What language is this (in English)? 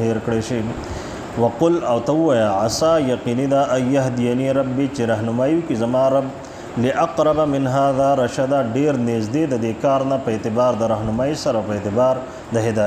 Pashto